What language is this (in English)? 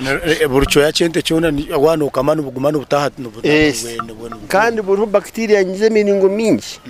Nyankole